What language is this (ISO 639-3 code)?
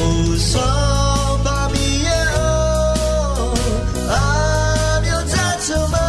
ahk